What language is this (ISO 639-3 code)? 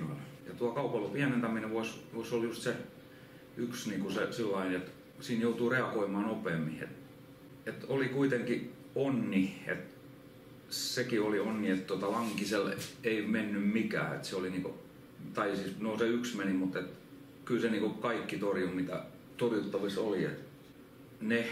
fin